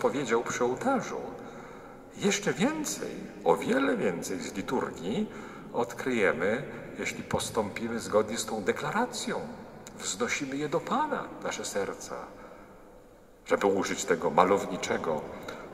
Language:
Polish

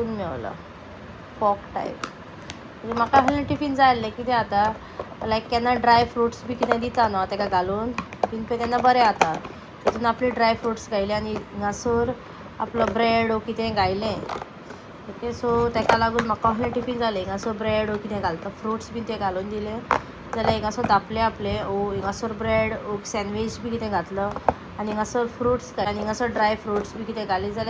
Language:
Konkani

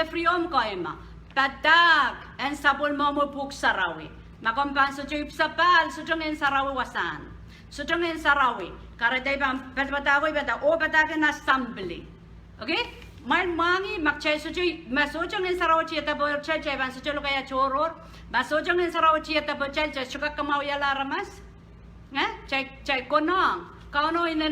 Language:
Pohnpeian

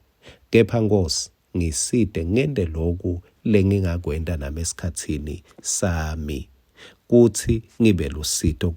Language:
Swati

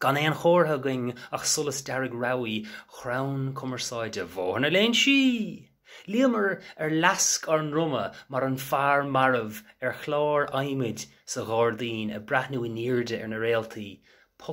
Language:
Irish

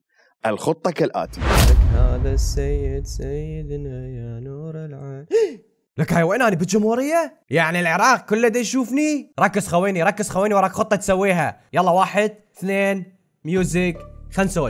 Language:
Mesopotamian Arabic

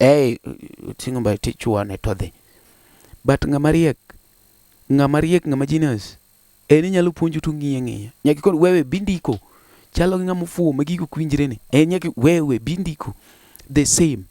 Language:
Luo (Kenya and Tanzania)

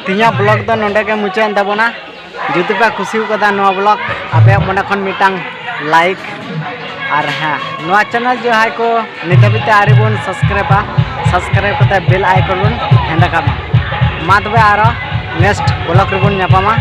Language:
Santali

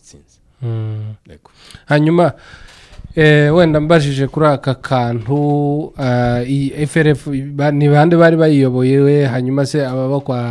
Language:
Kinyarwanda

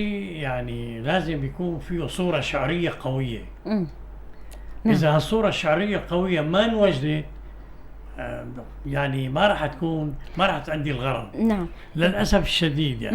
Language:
North Levantine Arabic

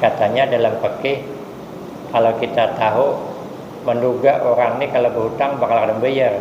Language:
Banjar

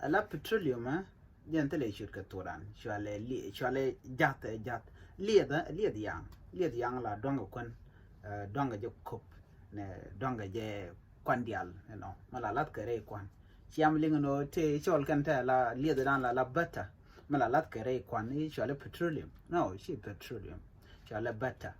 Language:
Nuer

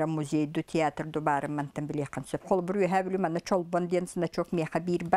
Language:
Yakut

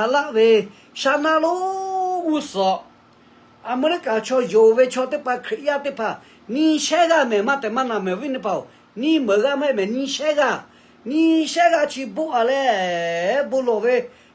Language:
Lahu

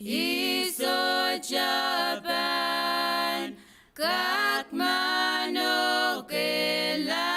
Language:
Pohnpeian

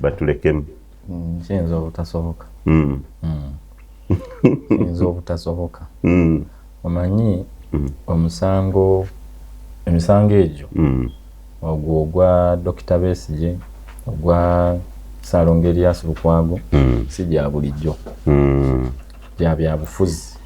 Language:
Ganda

